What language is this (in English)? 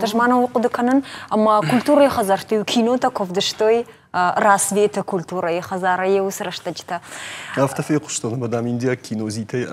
Ossetic